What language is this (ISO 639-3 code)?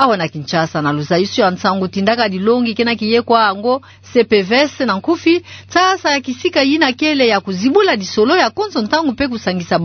ktu